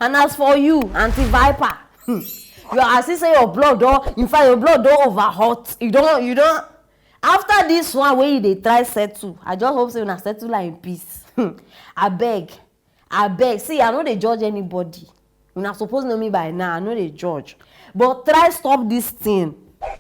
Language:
Nigerian Pidgin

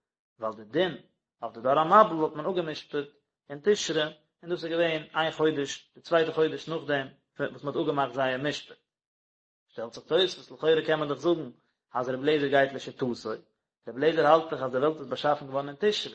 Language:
Yiddish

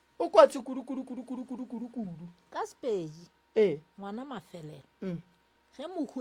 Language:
Northern Sotho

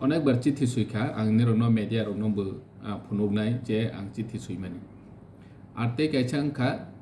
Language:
Kok Borok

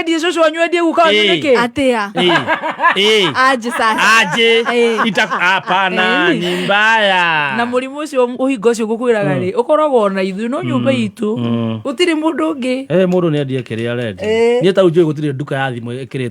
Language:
Kikuyu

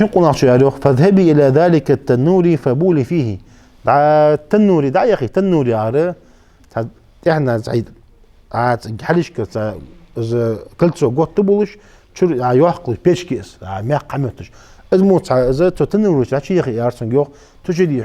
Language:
Ingush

